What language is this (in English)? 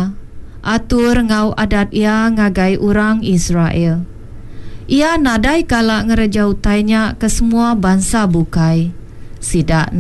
Iban